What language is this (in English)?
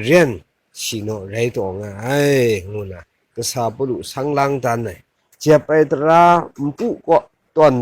Kachin